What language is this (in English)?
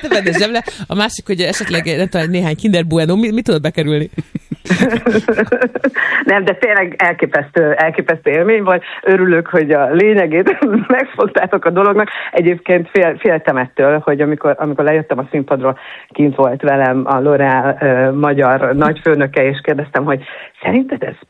Hungarian